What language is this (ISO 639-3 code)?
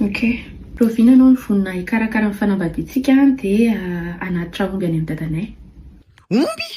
mlg